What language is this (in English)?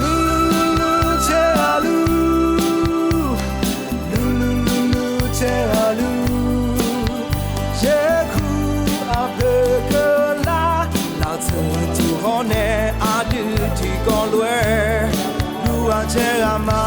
Akha